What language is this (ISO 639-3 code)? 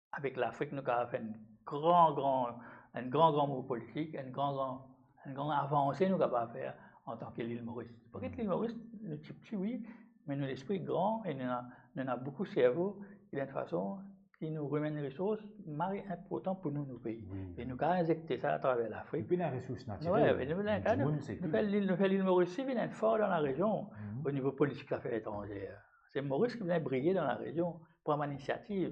mfe